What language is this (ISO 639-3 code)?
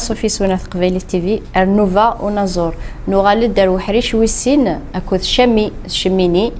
kab